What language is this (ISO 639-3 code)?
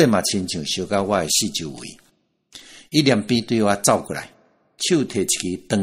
nan